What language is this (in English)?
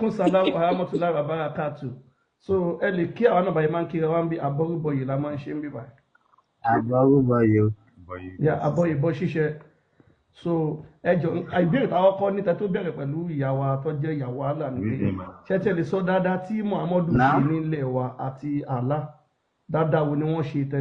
Yoruba